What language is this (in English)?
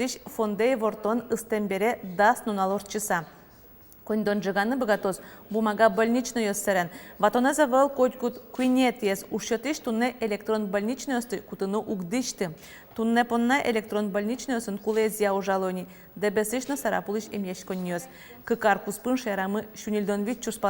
Udmurt